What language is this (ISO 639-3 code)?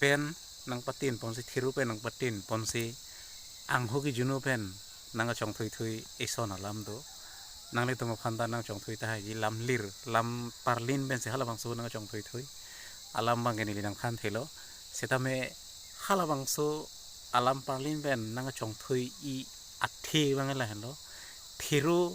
mjw